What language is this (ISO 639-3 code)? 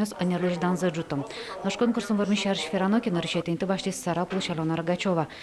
udm